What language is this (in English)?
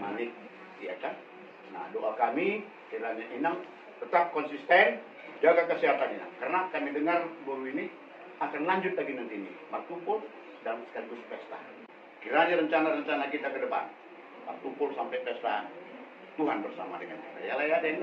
Batak Toba